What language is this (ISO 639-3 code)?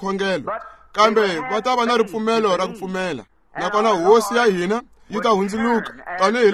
tso